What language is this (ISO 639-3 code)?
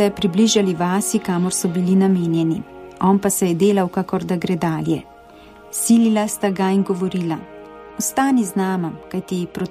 slv